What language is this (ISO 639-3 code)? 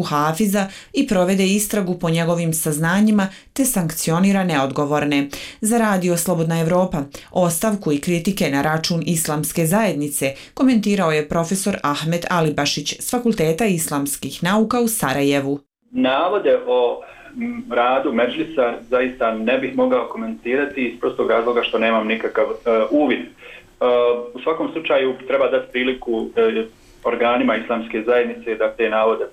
bos